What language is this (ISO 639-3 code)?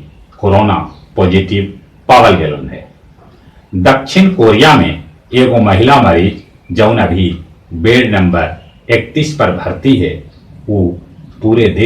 mag